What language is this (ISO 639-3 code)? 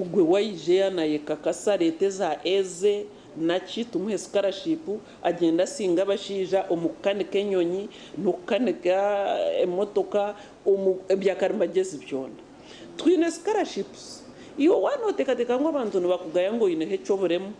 nyn